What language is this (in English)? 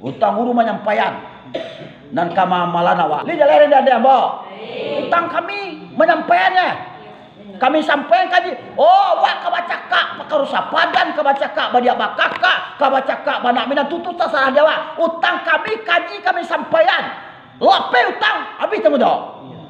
Minangkabau